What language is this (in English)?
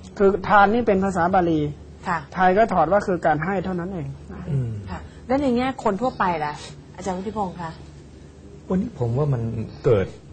Thai